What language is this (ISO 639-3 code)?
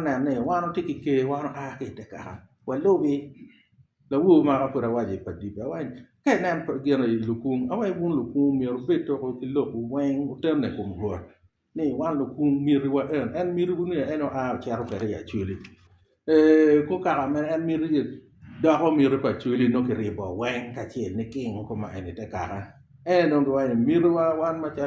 ach